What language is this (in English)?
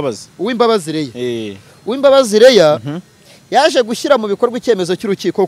Kinyarwanda